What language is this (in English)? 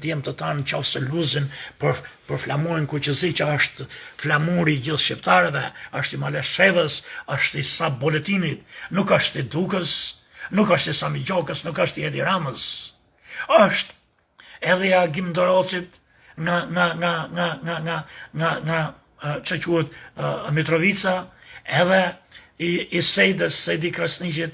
Albanian